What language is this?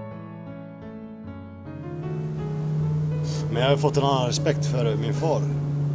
Swedish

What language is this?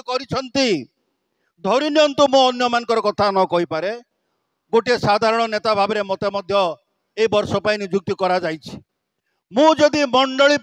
Odia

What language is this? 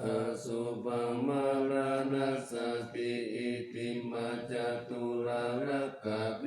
Pali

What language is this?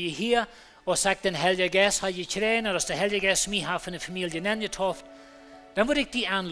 Plautdietsch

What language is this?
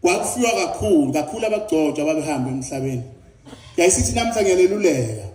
Zulu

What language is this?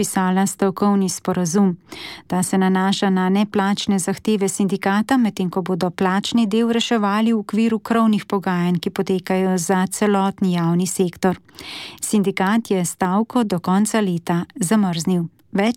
Slovenian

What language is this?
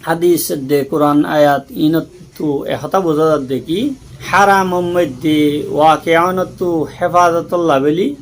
Rohingya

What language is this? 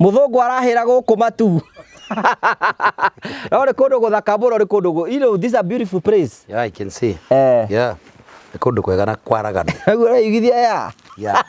Kikuyu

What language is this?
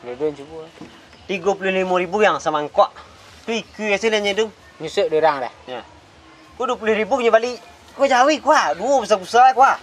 Minangkabau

